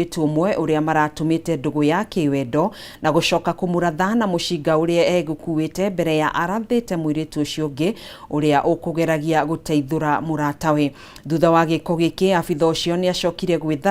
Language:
Kikuyu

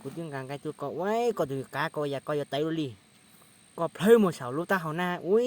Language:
Hmong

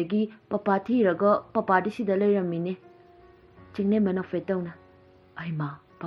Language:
Manipuri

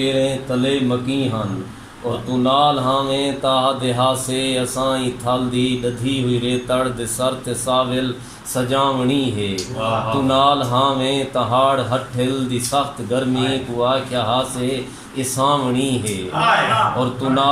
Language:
Saraiki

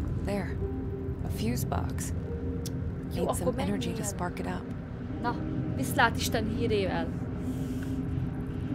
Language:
Hungarian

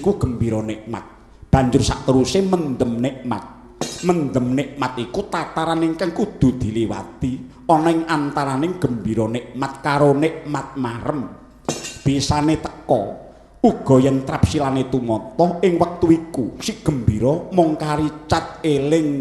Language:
Javanese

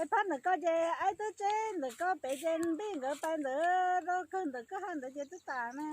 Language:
Hmong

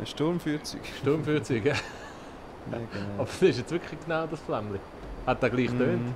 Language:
Swiss German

